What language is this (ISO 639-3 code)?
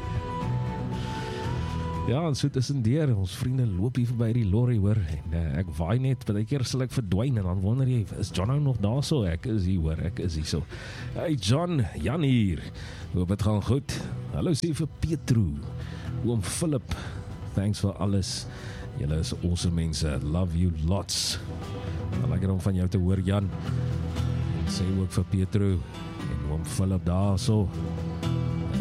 afr